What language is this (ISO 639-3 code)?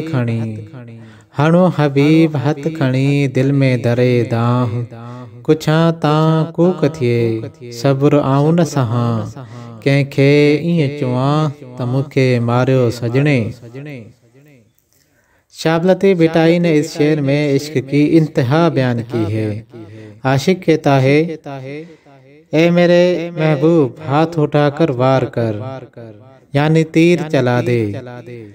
urd